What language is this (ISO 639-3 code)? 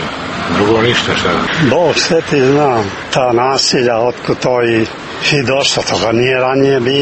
srp